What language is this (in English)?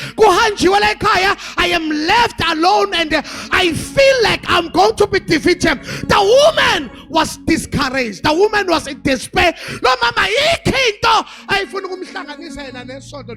Zulu